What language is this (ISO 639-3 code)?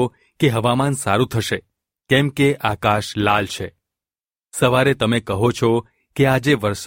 guj